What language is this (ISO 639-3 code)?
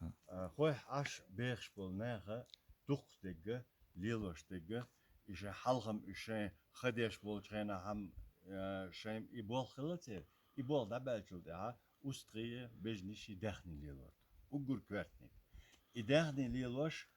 che